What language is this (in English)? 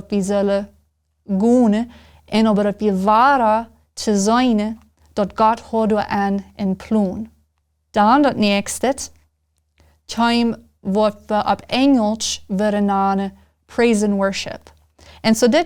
Plautdietsch